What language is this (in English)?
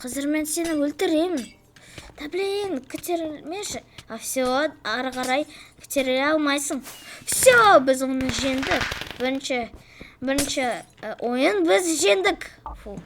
Kazakh